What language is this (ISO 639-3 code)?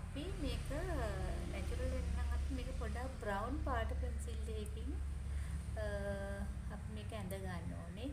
sin